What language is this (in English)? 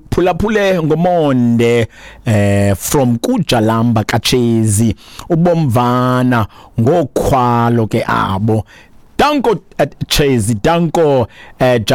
Xhosa